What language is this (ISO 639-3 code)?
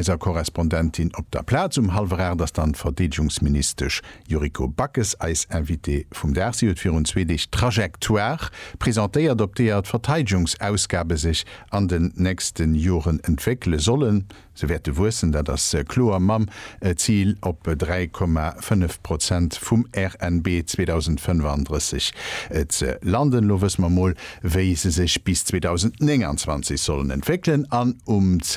ltz